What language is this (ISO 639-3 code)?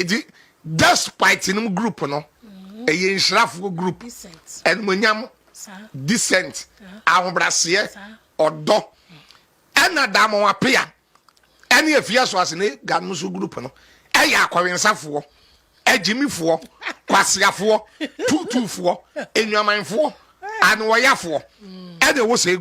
aka